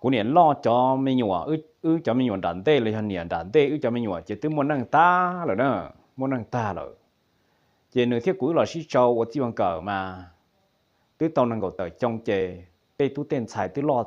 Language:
Hmong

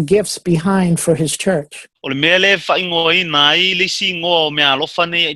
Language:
Samoan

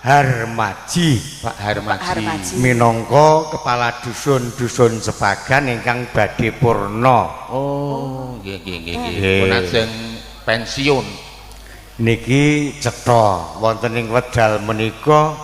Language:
Javanese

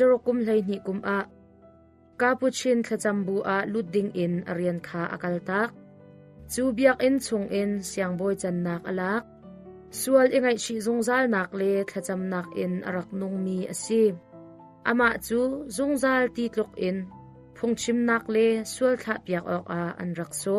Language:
Hakha Chin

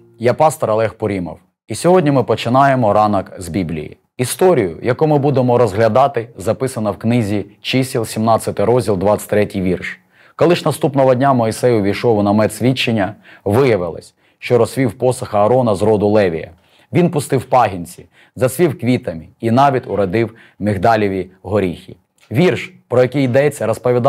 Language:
Ukrainian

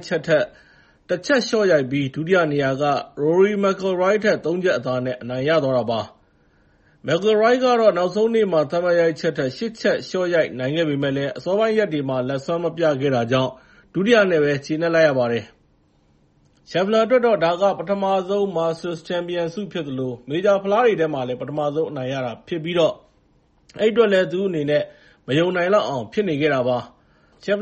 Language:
Burmese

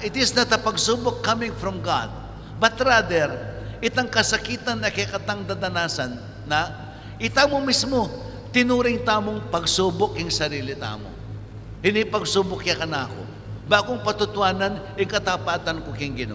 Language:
Pampanga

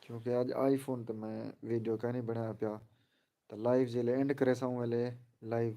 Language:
Saraiki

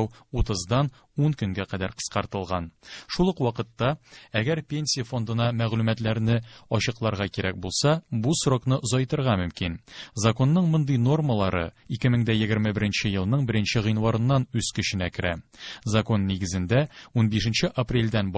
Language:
Tatar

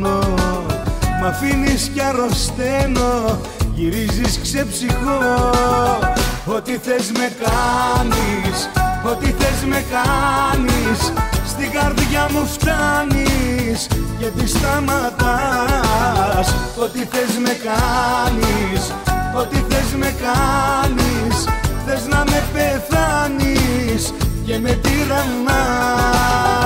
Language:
Greek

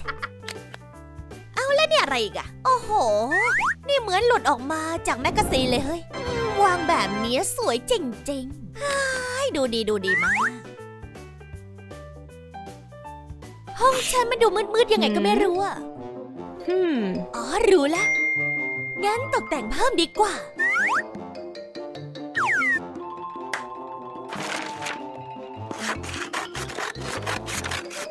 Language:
Thai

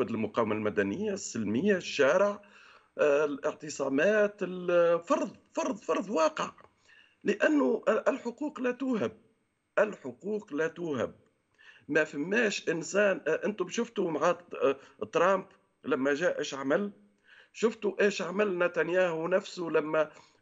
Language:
Tunisian Arabic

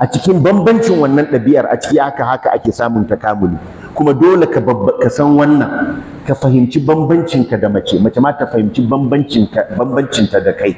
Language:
Hausa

